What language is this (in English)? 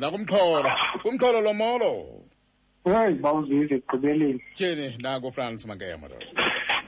Xhosa